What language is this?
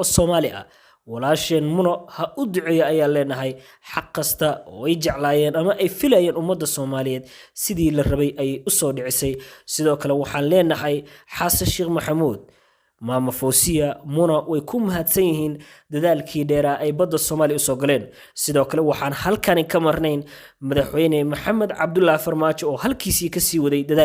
Somali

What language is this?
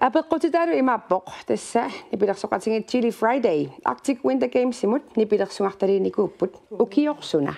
Kalaallisut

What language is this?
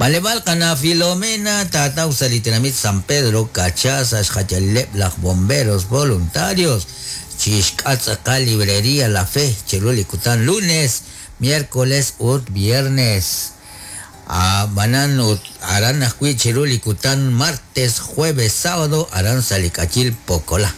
Kekchí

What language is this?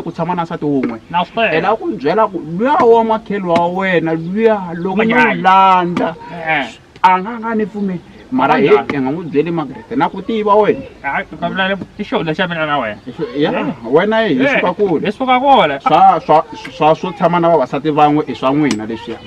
Tsonga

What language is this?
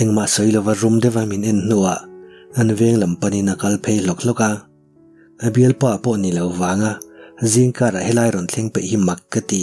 Mizo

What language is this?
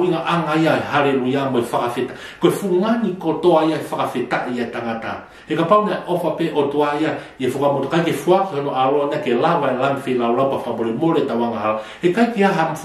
Tongan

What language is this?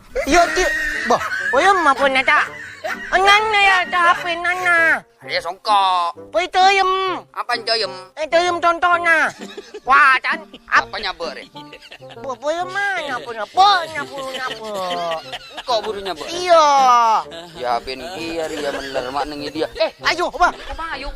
Madurese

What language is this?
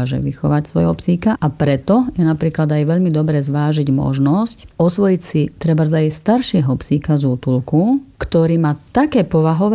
Slovak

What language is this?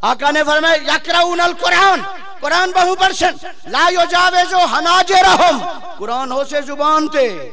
Saraiki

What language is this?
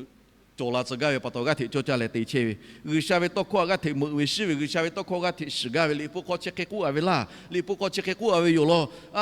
Lahu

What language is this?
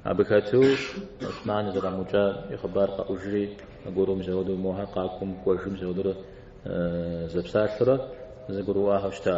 Kabardian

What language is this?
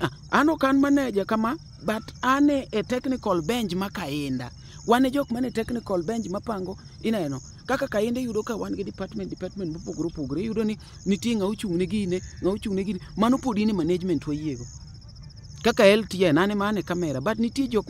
Luo (Kenya and Tanzania)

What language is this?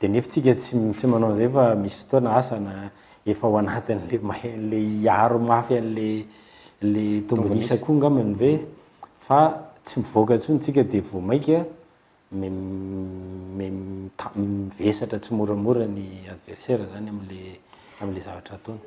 Malagasy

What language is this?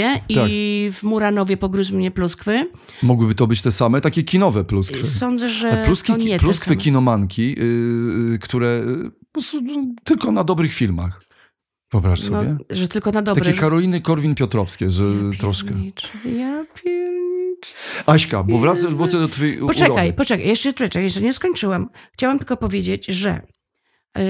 Polish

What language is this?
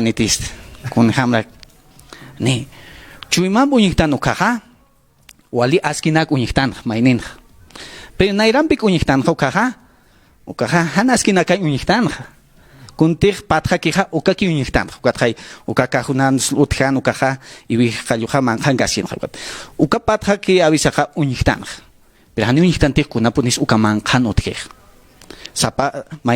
Aymara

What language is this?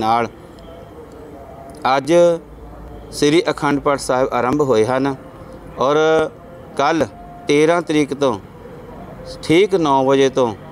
Punjabi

